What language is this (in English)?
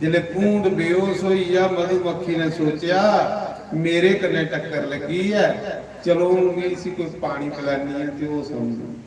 Dogri